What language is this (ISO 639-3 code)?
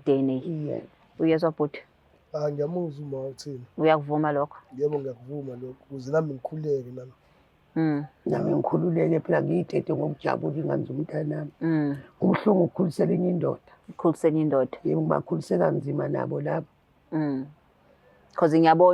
zul